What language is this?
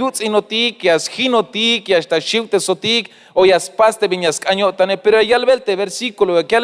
Tzeltal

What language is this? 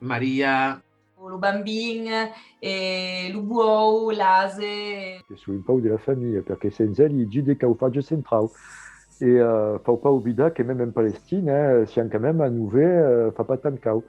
Occitan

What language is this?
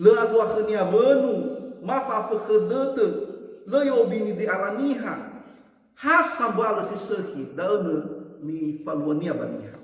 Nias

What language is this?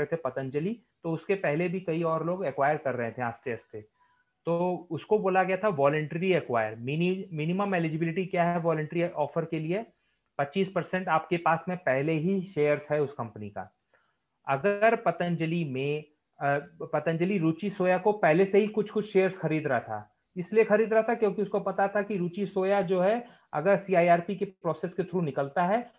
Hindi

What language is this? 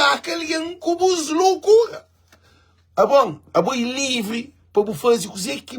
Kabuverdianu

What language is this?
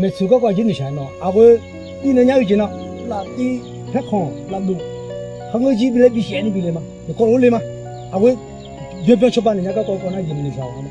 Akha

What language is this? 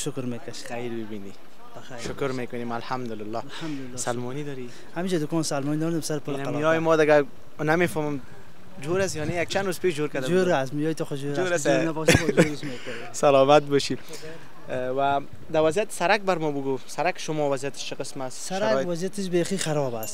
Persian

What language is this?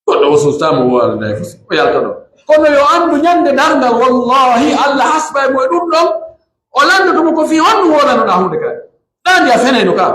Pular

